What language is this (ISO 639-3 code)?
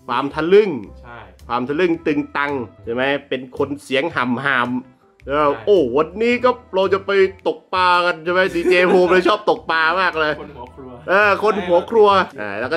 tha